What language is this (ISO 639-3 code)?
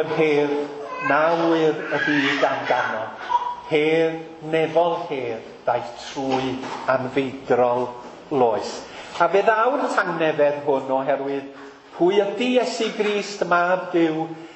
cym